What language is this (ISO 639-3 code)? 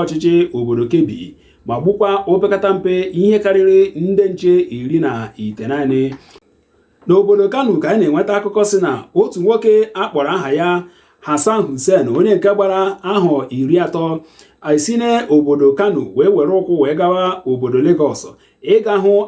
ibo